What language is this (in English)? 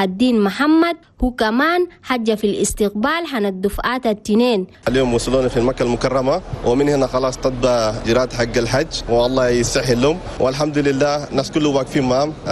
Chadian Arabic